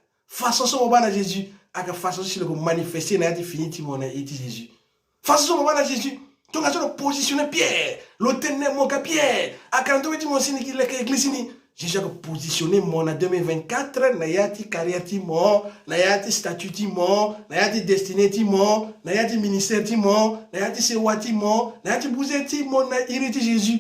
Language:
Sango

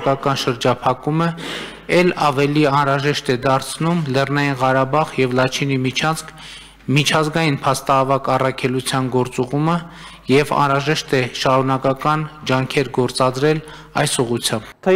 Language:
Armenian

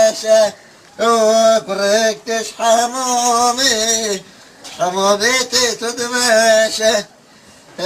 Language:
Kurdish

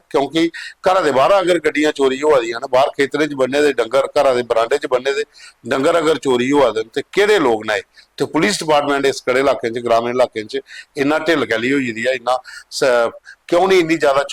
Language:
Dogri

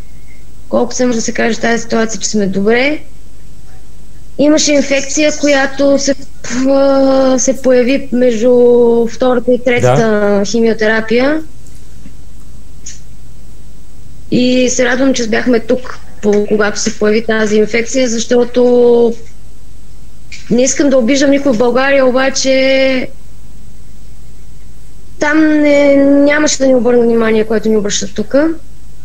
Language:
Bulgarian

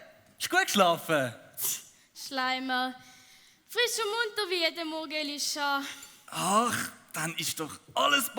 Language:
Swiss German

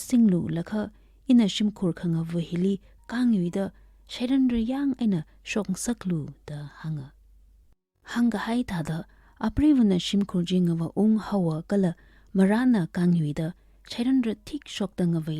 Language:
Tangkhul Naga (India)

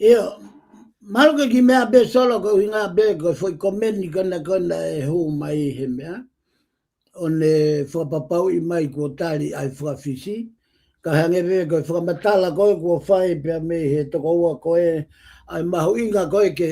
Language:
Tongan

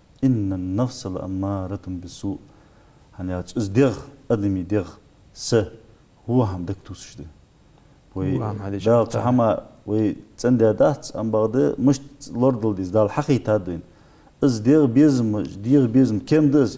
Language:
Ingush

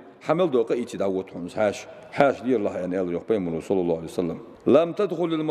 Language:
Ingush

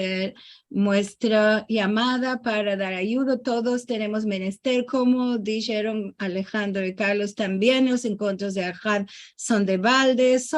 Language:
Ladino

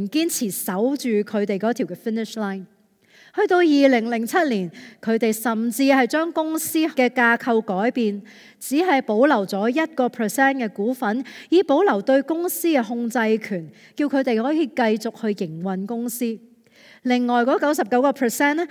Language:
Cantonese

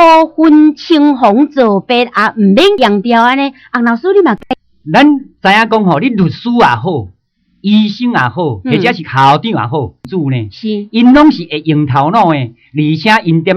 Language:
Min Nan Chinese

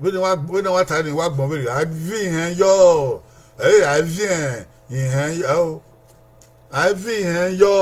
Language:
Bini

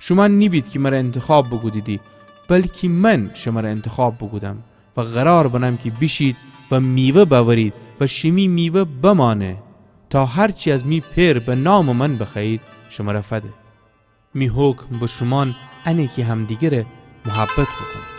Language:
Gilaki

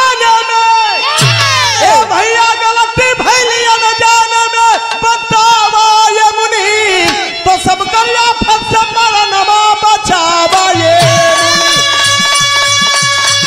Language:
Bhojpuri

